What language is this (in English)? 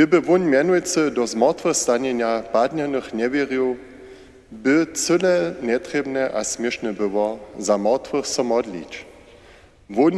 Upper Sorbian